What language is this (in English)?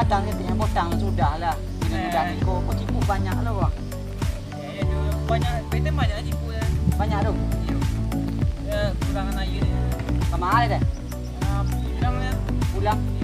Minangkabau